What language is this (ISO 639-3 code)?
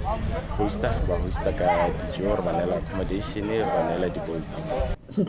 tsn